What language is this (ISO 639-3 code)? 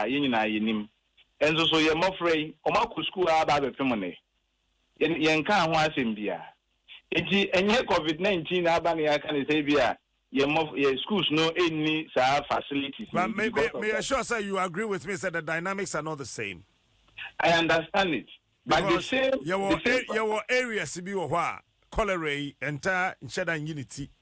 aka